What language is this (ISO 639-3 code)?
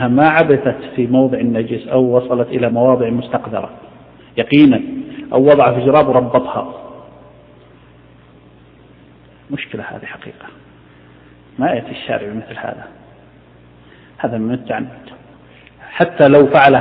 ara